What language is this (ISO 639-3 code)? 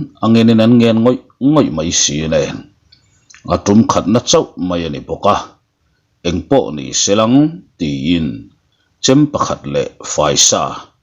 lus